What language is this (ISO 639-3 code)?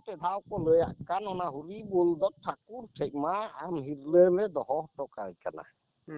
sat